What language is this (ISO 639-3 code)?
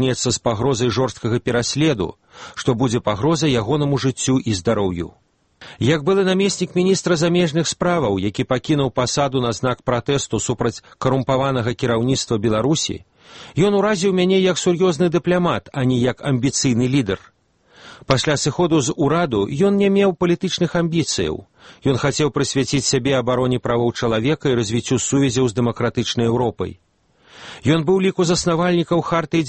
bel